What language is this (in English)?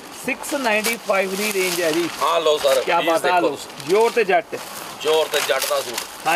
Punjabi